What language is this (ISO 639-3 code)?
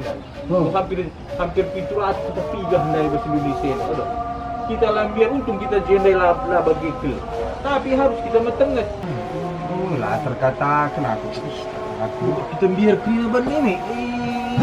btx